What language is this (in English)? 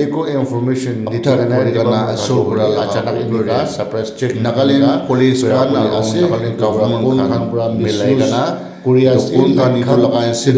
Naga Pidgin